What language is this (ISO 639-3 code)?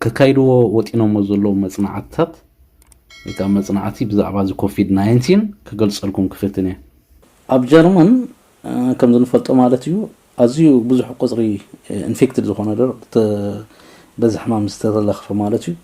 tir